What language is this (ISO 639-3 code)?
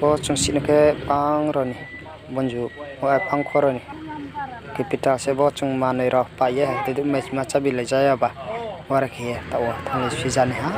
ria